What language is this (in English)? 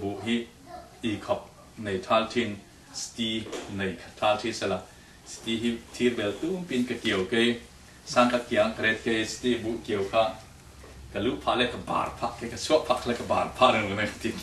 Falam Chin